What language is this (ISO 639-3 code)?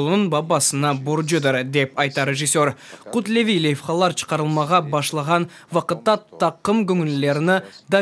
crh